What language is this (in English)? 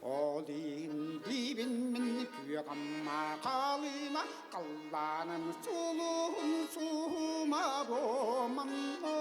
Yakut